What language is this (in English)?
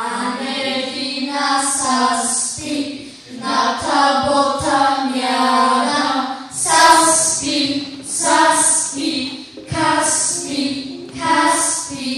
Zaza